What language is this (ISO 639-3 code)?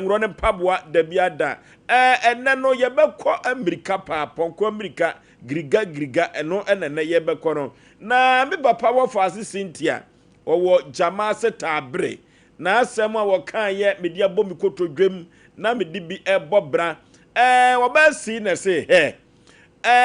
aka